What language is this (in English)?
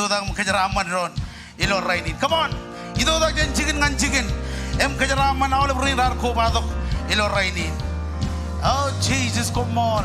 Marshallese